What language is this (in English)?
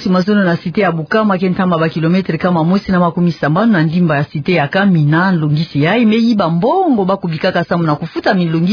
Kituba (Democratic Republic of Congo)